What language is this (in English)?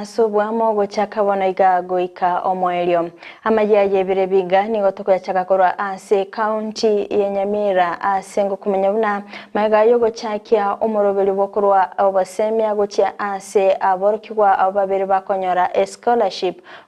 Gusii